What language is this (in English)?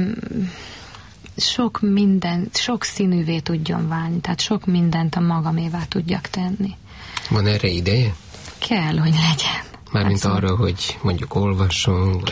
Hungarian